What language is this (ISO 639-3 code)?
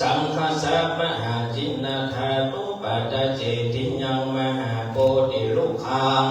pli